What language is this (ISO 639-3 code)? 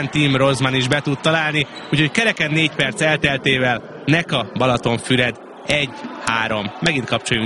hun